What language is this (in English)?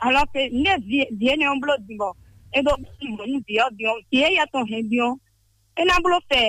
Fon